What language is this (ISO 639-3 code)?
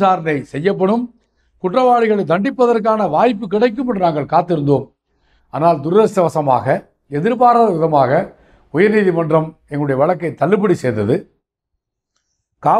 tam